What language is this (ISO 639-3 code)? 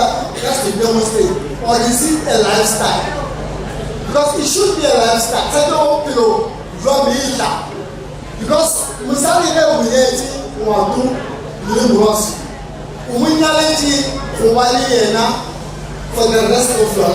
nso